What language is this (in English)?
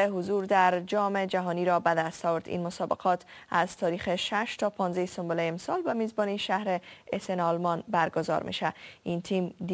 Persian